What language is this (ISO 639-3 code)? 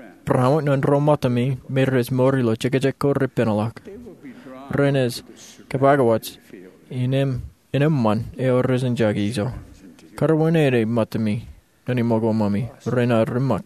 mah